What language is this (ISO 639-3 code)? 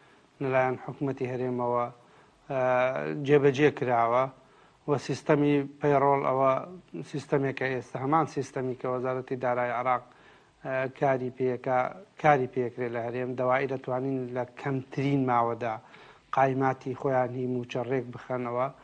ckb